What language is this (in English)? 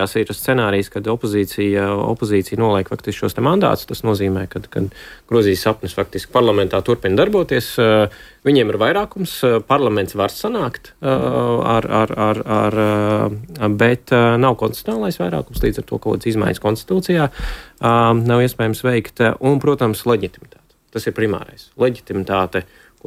Latvian